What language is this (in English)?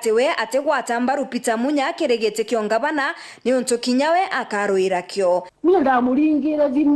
Meru